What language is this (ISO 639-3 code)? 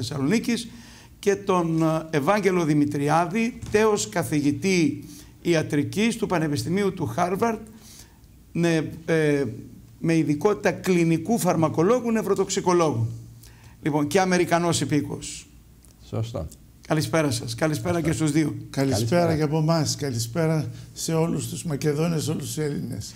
ell